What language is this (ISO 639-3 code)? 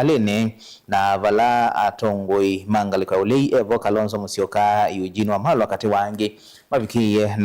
kam